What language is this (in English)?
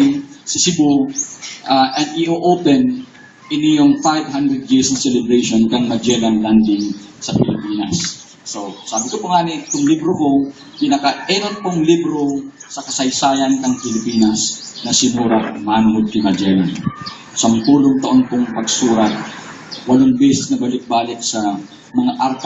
Bikol